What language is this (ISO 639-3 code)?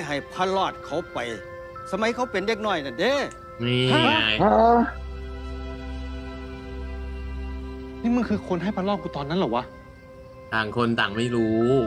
tha